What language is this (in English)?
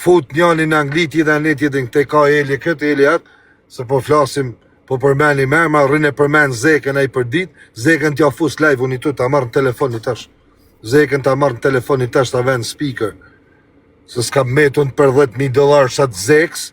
Albanian